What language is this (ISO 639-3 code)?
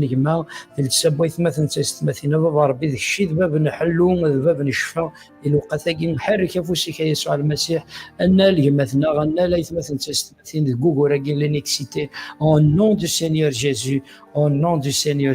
kab